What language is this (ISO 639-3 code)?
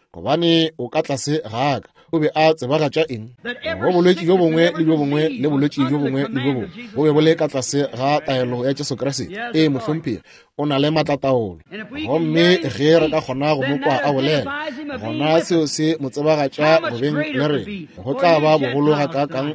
nso